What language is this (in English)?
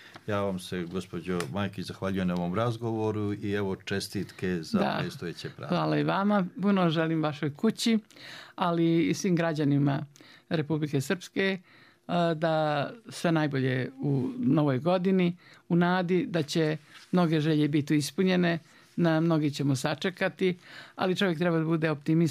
Bosnian